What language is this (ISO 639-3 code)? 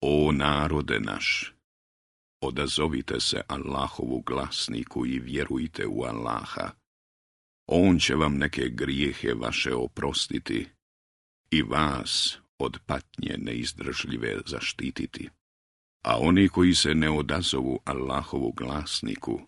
bos